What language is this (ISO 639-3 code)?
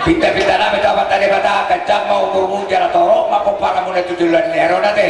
bbc